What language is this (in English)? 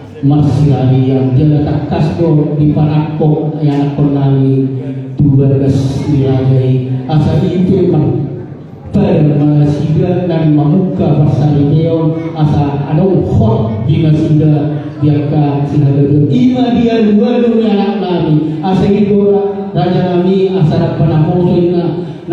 Batak Toba